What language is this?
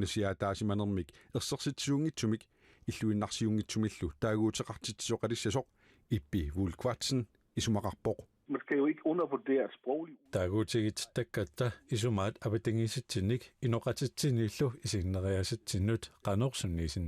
Kalaallisut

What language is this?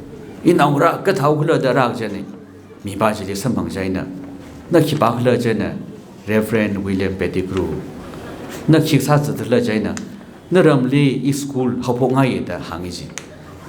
Tangkhul Naga (India)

